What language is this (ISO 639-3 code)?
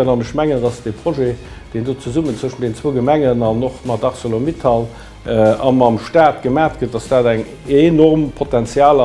ltz